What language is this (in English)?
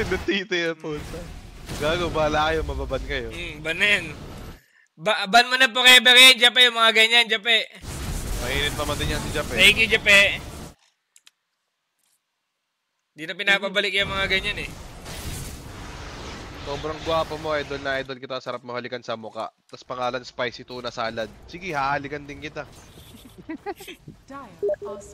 Filipino